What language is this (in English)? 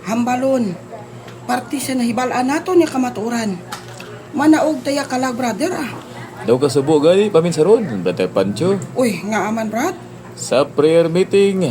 Hiligaynon